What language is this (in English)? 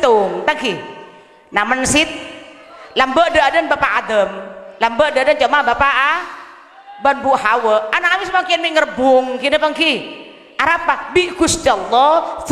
Madurese